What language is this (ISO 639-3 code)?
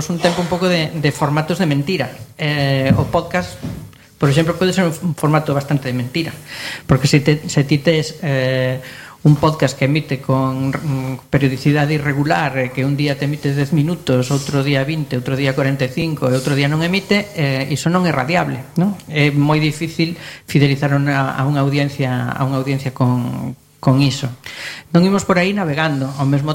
glg